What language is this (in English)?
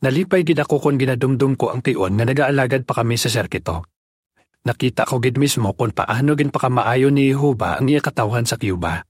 Hiligaynon